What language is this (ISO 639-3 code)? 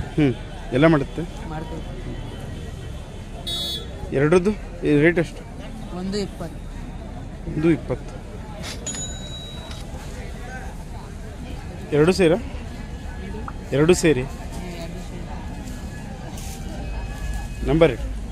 kan